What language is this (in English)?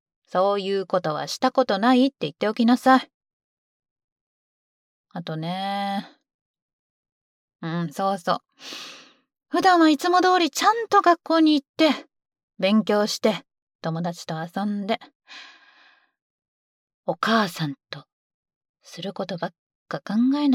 Japanese